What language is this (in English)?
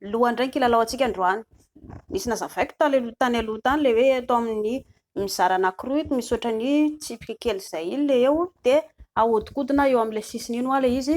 Malagasy